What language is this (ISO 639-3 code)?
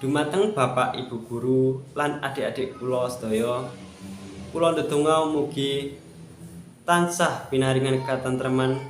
jav